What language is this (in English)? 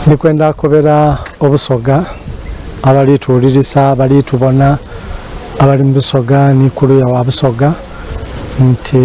Soga